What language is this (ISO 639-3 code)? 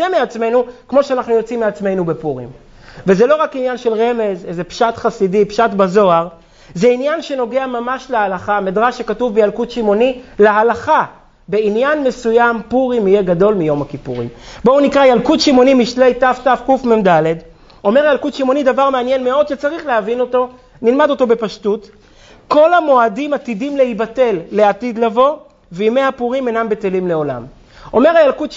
heb